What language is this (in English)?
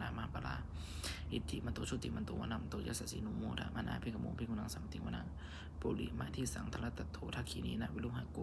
Pali